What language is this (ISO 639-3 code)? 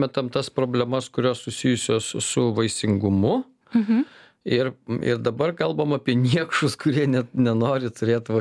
lit